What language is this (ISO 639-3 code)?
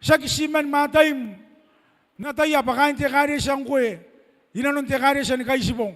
gil